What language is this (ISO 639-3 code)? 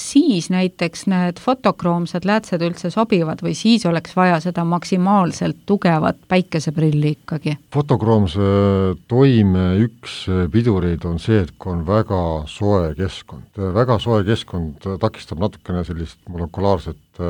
est